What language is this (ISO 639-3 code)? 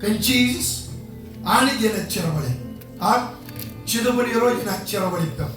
mah